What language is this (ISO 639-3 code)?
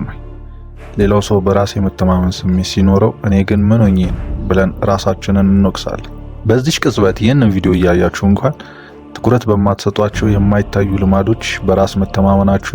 amh